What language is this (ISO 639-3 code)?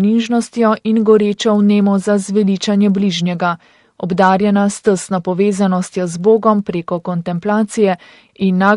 slv